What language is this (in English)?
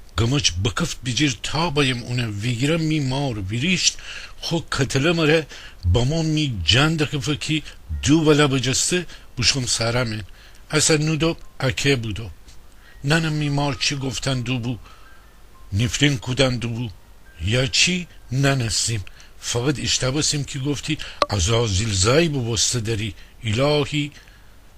Gilaki